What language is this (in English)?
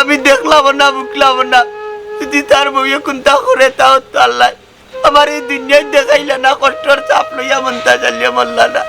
Sylheti